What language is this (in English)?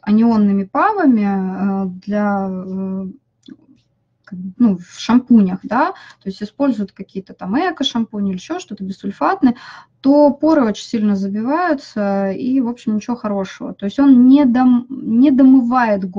Russian